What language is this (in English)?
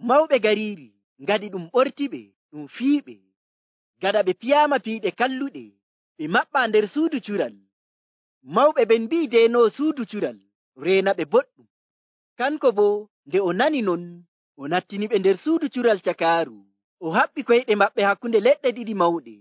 Nigerian Fulfulde